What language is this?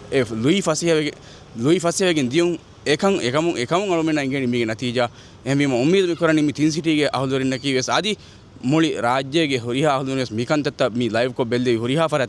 Divehi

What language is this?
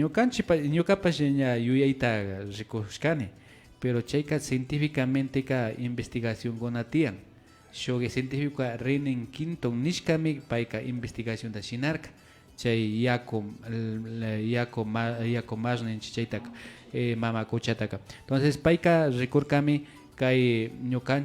Imbabura Highland Quichua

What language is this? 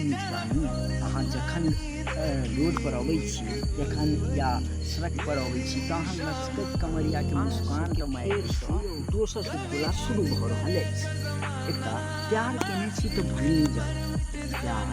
Maithili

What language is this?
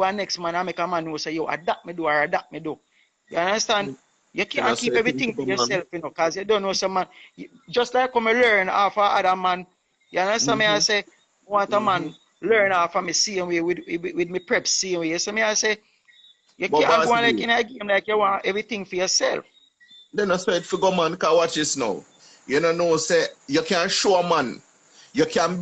Jamaican Creole English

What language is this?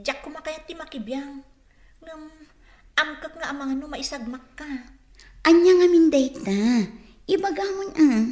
Iloko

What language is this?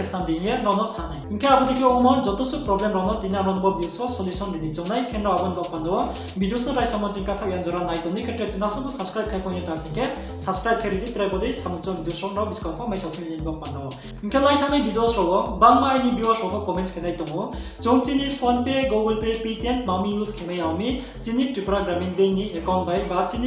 Riang (India)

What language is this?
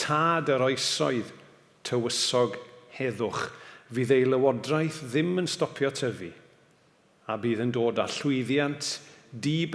Welsh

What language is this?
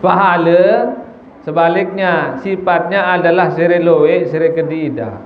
Sasak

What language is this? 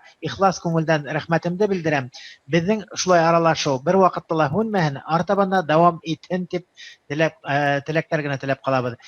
Bashkir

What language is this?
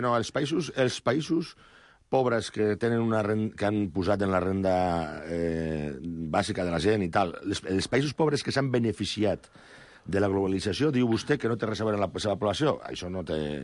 Catalan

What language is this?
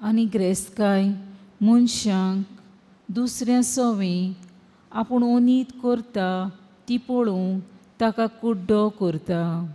Konkani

